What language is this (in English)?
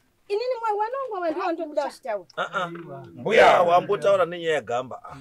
Shona